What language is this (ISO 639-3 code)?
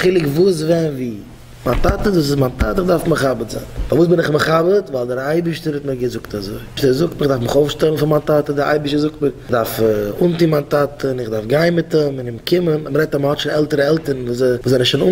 yid